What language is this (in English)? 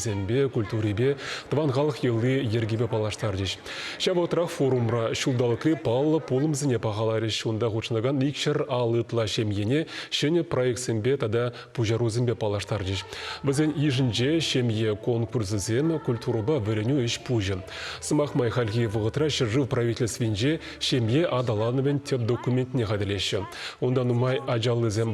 Chuvash